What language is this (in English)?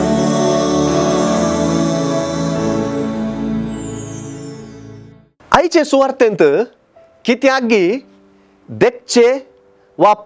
Konkani